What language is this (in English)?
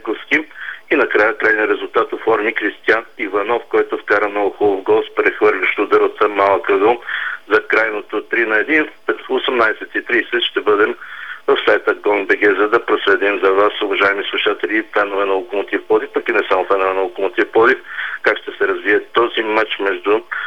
Bulgarian